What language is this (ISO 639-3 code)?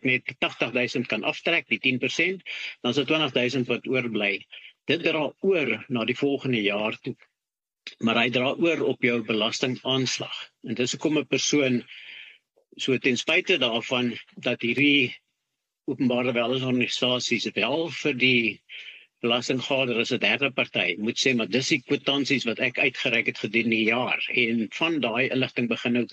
afr